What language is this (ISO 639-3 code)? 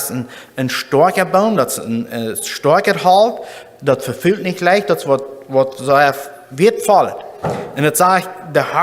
pdt